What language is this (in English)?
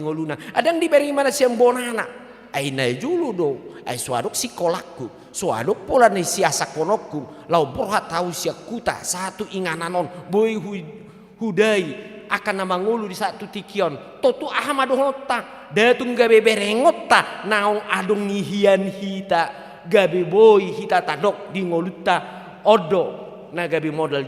Batak Toba